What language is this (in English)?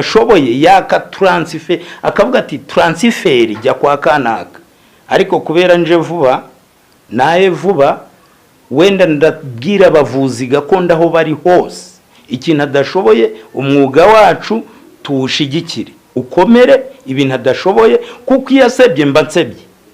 Kinyarwanda